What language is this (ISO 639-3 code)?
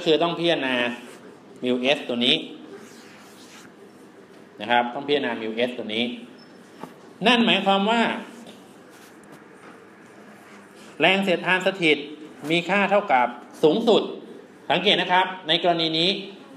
tha